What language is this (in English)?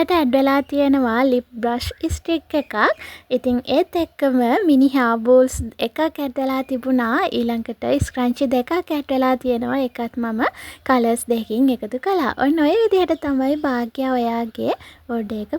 Sinhala